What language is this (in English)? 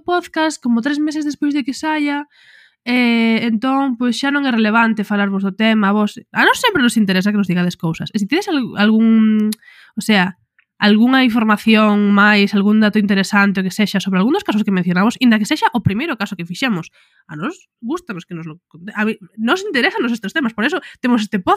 Galician